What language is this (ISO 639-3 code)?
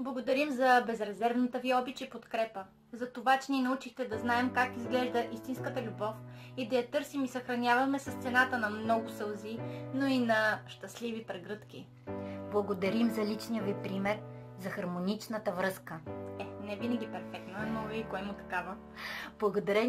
bul